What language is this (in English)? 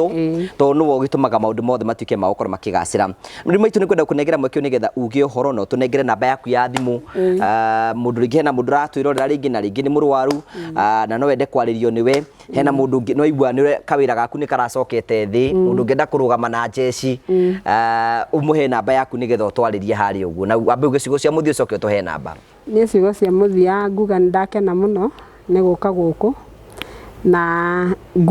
Kikuyu